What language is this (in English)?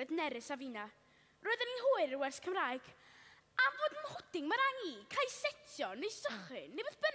Welsh